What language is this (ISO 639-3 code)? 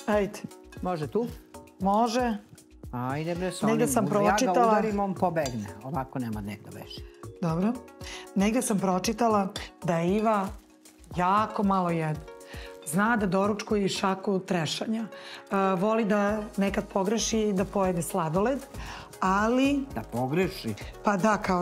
srp